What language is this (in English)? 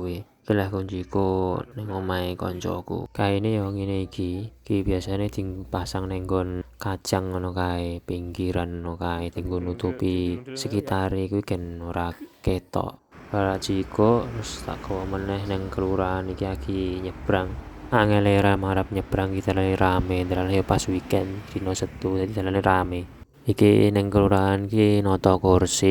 Javanese